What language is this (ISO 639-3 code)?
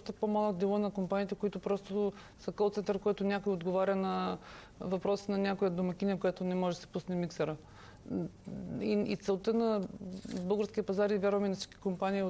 bul